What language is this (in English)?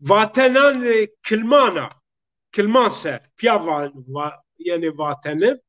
Zaza